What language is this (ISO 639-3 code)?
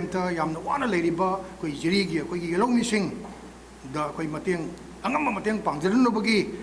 mni